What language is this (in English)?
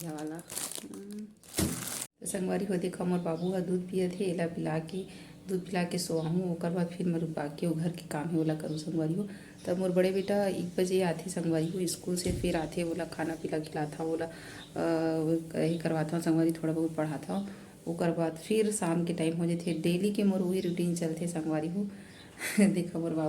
Chhattisgarhi